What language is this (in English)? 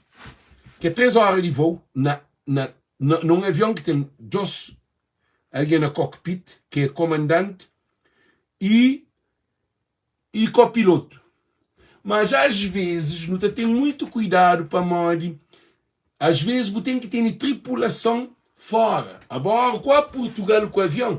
Kabuverdianu